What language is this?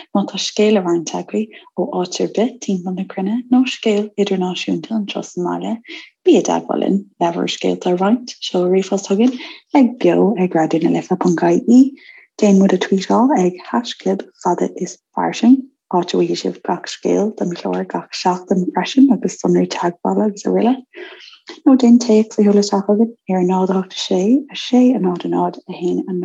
Irish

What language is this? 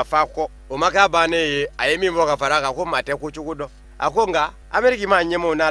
Bambara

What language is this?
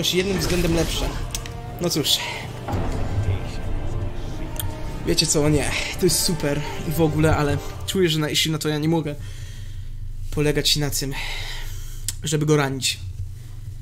Polish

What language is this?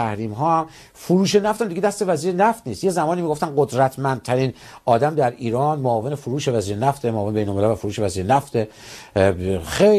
Persian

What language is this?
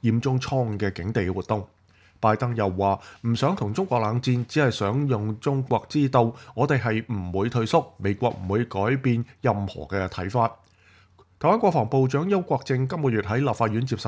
Cantonese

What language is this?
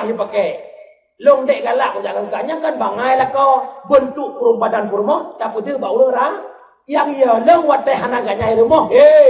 Achinese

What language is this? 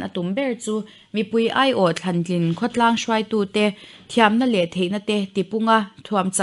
Mizo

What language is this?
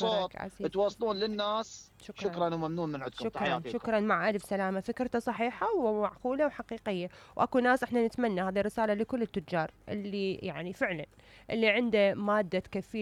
Mesopotamian Arabic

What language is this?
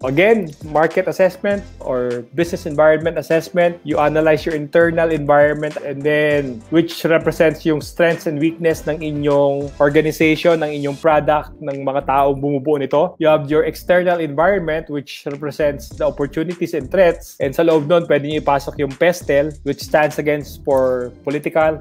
Filipino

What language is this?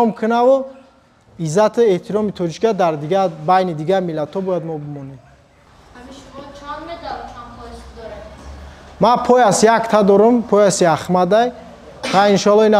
Tajik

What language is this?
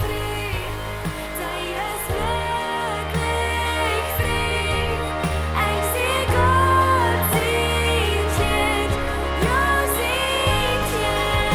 Plautdietsch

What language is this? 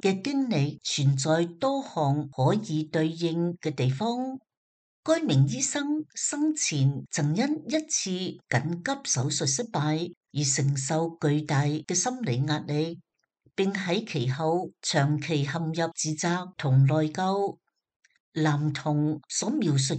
Cantonese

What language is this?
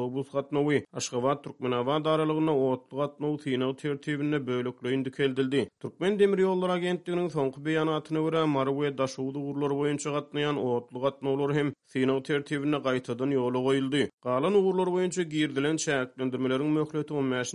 Turkmen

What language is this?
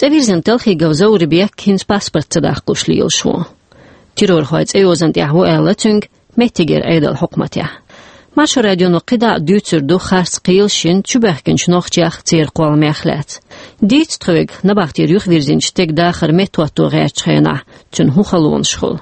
Chechen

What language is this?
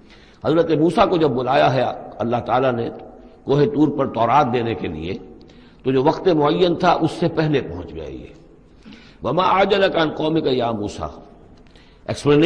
Urdu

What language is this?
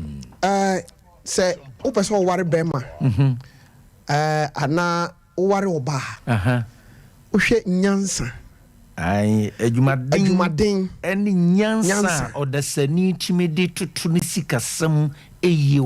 Akan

